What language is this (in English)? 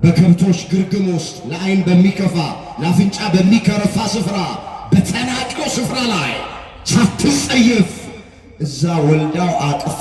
Amharic